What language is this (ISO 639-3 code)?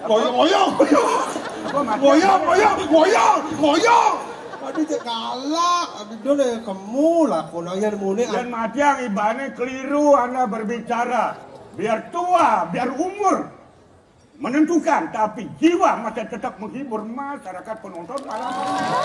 ban